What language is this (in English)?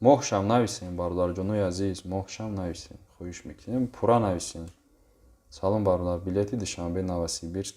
Tajik